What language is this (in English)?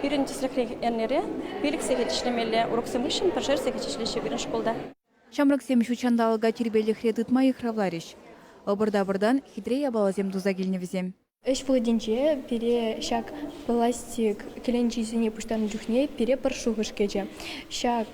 Chuvash